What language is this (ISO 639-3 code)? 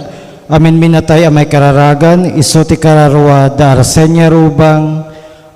ilo